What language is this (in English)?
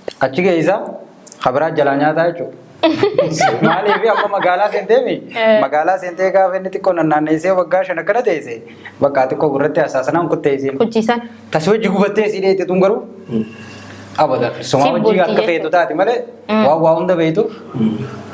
Oromo